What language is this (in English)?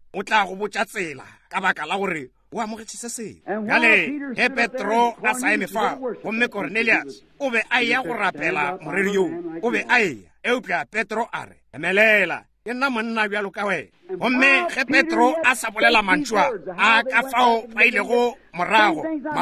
Northern Sotho